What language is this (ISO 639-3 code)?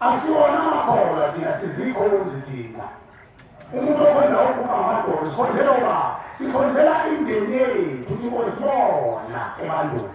zul